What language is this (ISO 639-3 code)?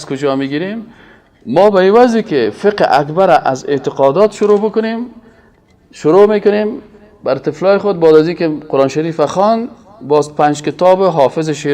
fas